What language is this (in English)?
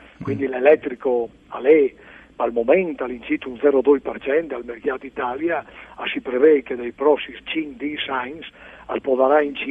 Friulian